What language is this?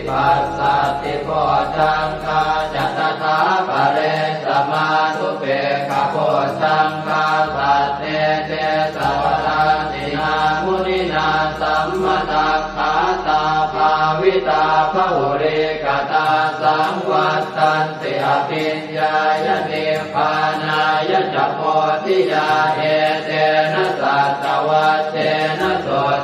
Pali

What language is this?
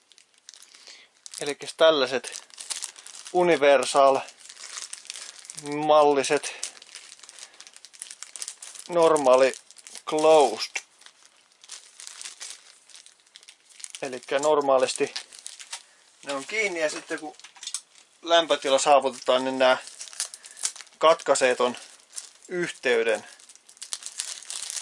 Finnish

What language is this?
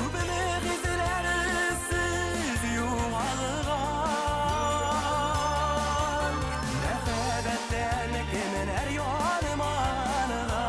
Bashkir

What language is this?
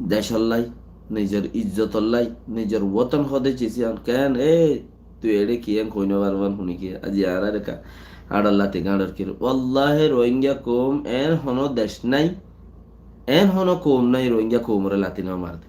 Rohingya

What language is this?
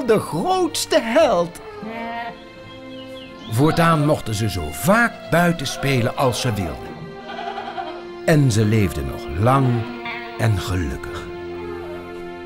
Dutch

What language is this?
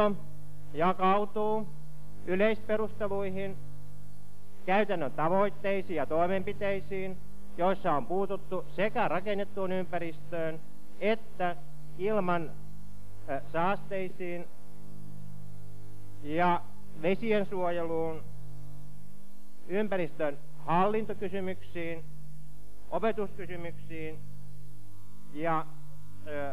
Finnish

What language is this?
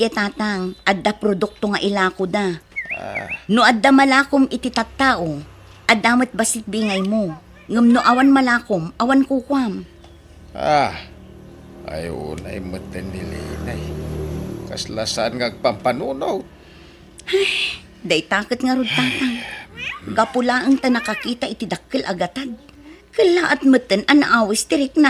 Iloko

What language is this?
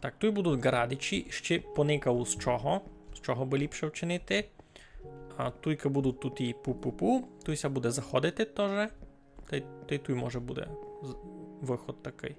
Rusyn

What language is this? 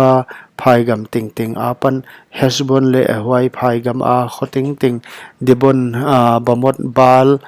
Paite Chin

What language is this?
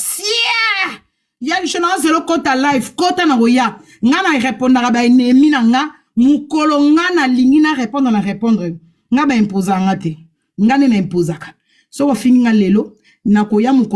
Lingala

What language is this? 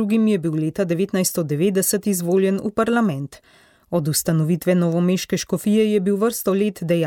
Slovenian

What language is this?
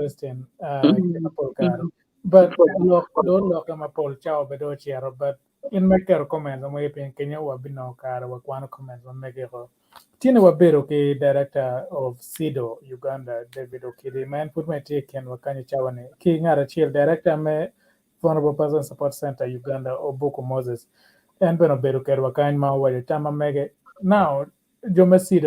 Acoli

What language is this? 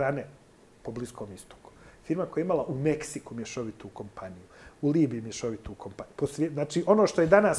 Bosnian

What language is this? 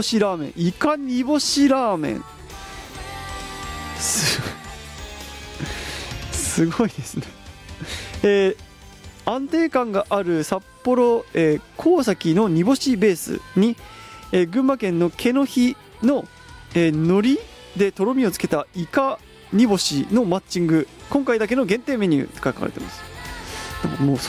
Japanese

